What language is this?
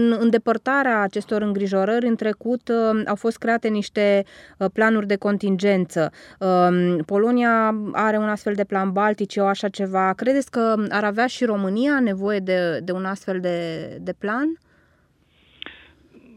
Romanian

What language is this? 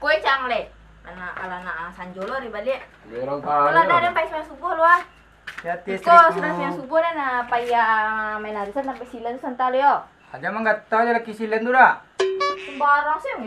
Minangkabau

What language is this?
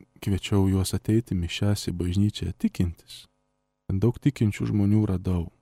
Lithuanian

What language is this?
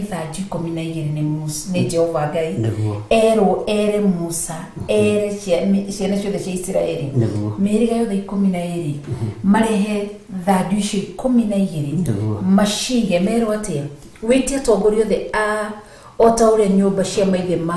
Kikuyu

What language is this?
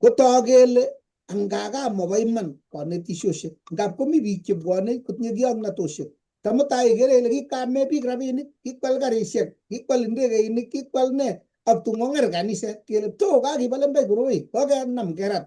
Kalenjin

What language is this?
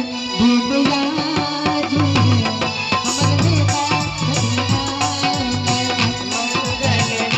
Maithili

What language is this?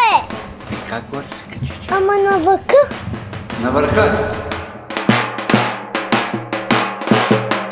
Bulgarian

